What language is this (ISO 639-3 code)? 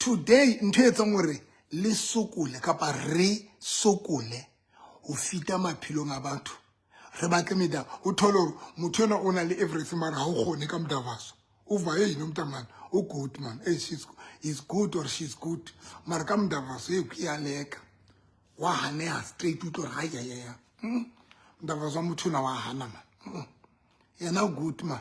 sot